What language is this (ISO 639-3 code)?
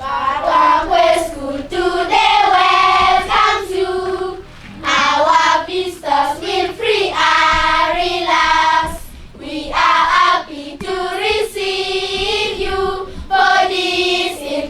ach